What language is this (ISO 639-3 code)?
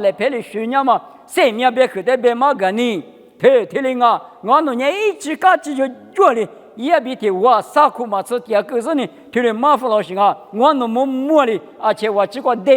lis